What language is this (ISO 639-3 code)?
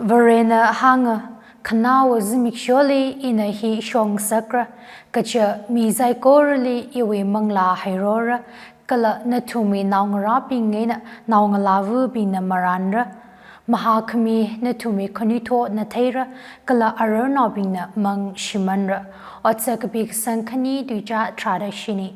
nmf